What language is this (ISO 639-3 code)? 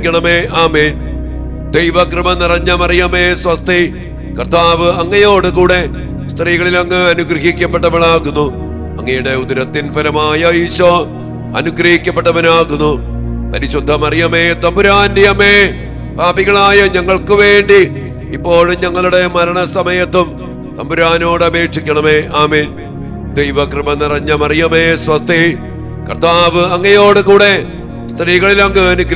mal